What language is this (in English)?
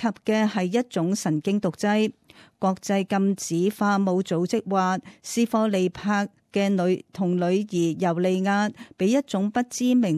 Cantonese